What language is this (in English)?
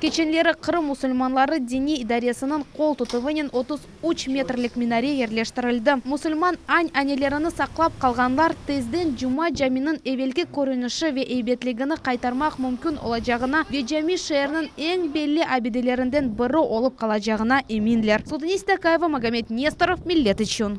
Crimean Tatar